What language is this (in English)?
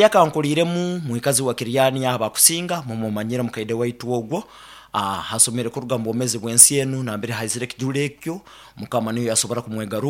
Nyoro